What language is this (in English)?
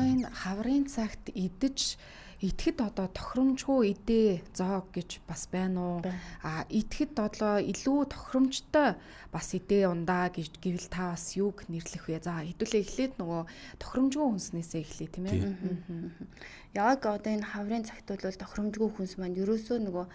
Mongolian